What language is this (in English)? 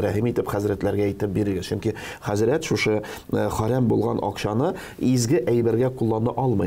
Tatar